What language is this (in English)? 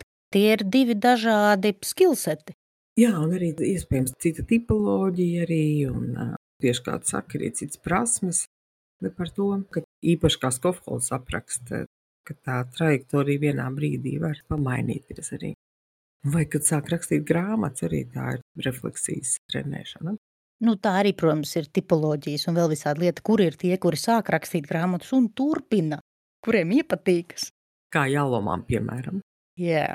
Latvian